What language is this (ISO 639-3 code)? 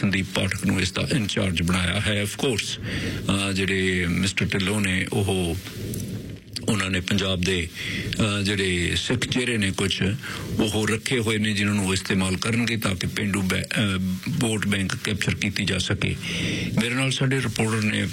pan